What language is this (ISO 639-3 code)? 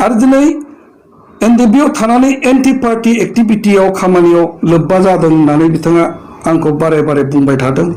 brx